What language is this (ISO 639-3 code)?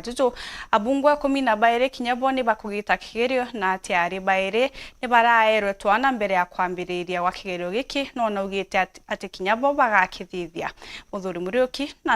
mer